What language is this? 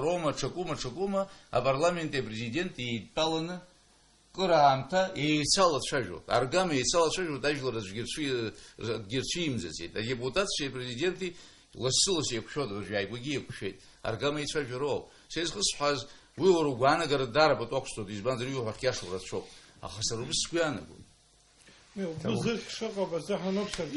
Abkhazian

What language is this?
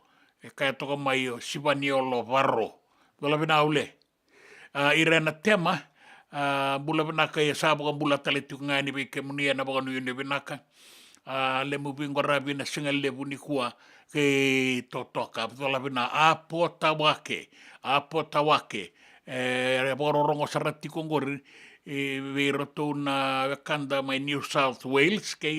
Fijian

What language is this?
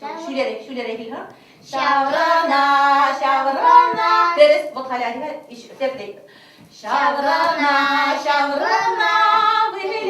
Chuvash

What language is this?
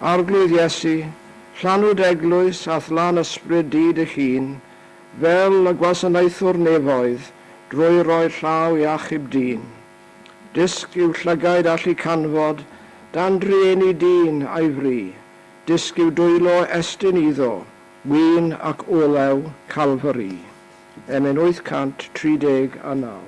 Welsh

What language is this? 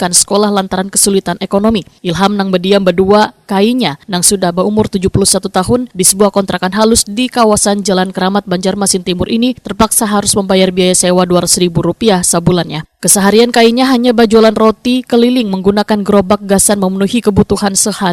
Banjar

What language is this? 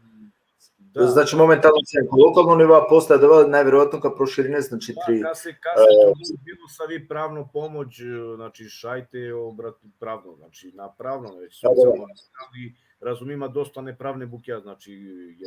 Balkan Romani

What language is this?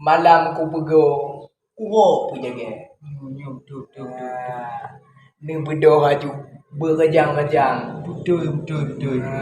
Achinese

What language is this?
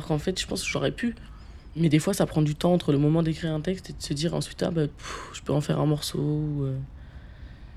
French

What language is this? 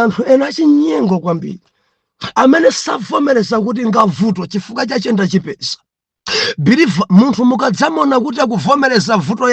Nyanja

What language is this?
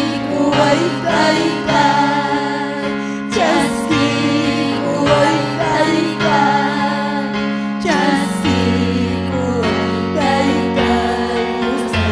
Ayacucho Quechua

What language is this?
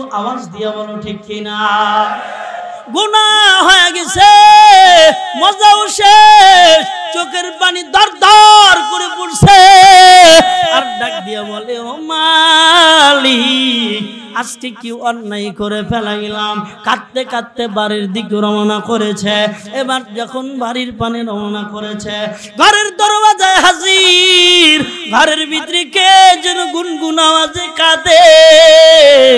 Bangla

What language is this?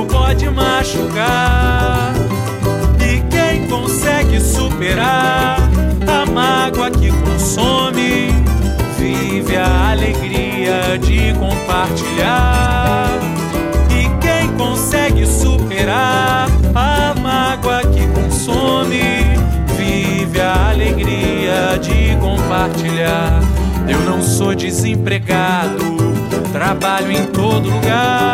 Portuguese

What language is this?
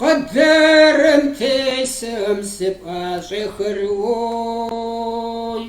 Kabardian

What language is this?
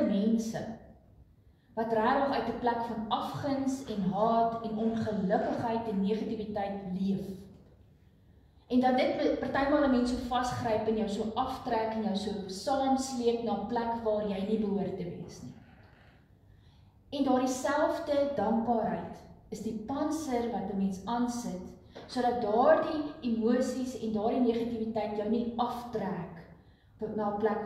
Afrikaans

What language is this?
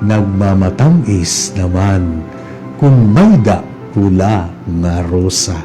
Waray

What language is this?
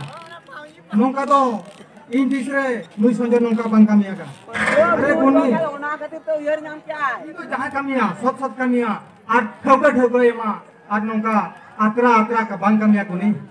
Santali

